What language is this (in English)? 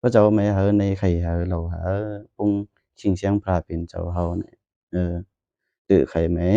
Lao